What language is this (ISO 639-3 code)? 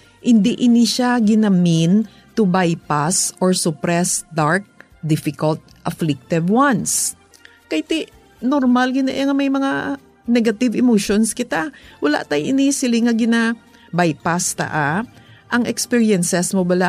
hil